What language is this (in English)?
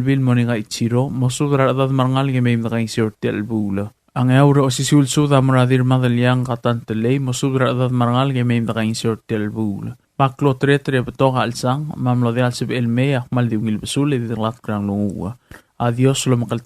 Palauan